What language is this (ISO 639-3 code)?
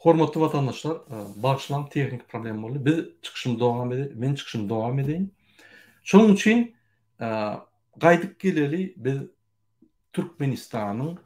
tuk